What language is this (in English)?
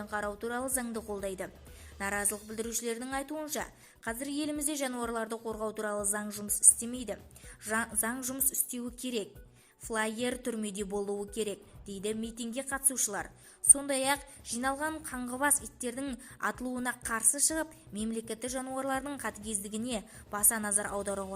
Kazakh